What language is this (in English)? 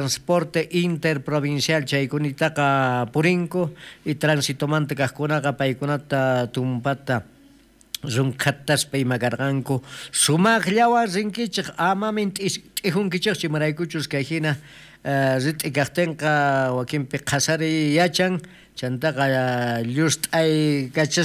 South Bolivian Quechua